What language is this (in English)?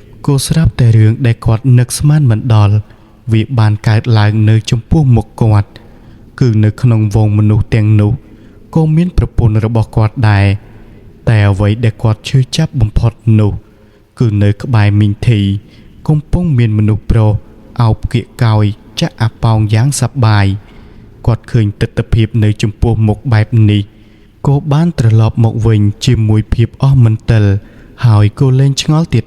Khmer